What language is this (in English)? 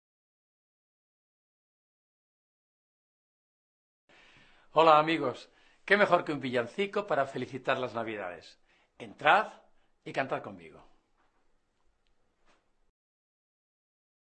Spanish